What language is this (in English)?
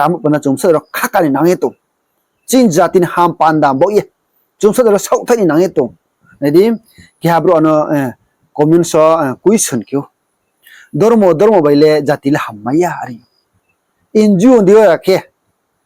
Riang (India)